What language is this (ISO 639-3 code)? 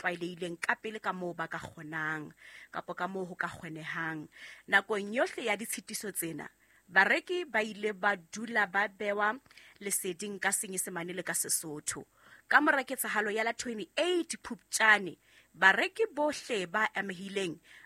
sot